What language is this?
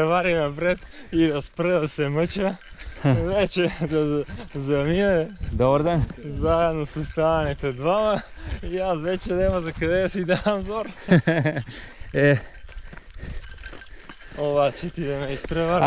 Bulgarian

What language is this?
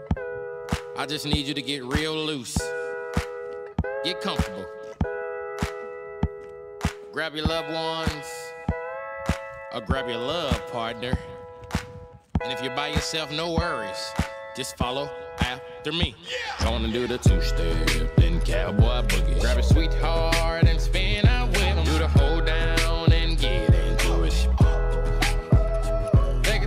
English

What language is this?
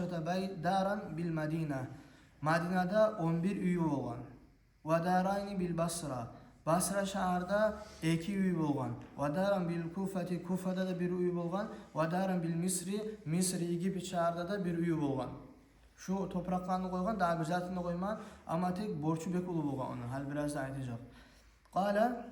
Kumyk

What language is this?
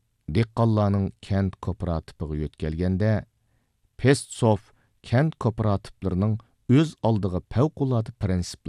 Uyghur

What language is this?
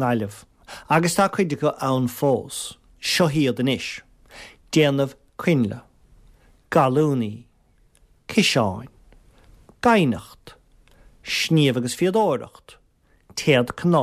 Irish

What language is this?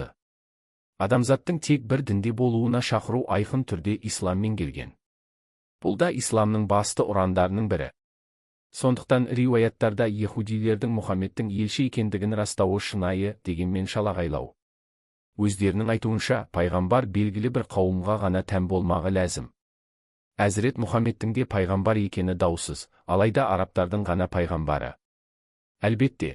Kazakh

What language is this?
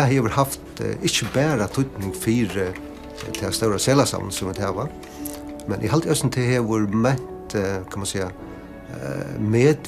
Faroese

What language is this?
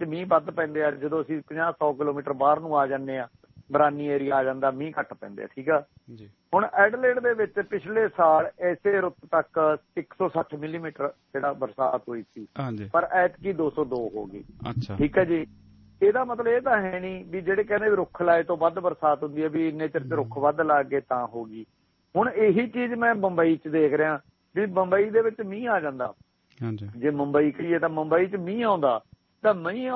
Punjabi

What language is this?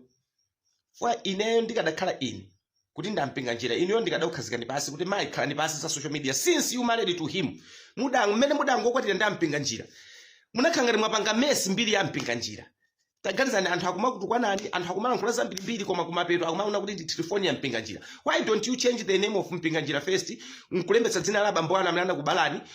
Nyanja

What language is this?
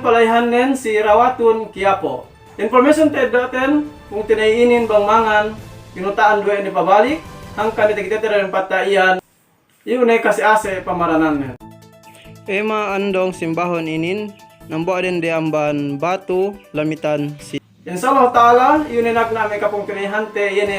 Yakan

